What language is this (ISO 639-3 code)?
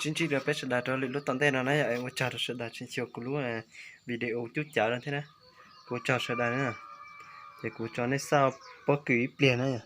hmn